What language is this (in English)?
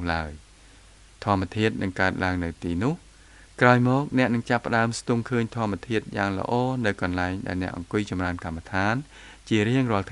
Khmer